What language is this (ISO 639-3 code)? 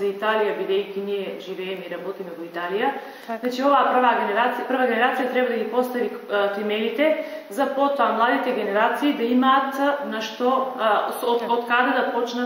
mkd